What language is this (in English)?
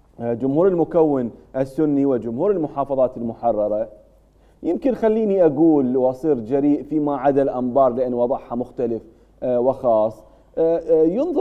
Mesopotamian Arabic